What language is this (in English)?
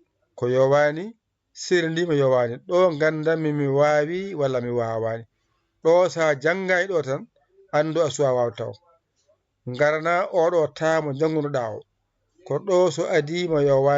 Fula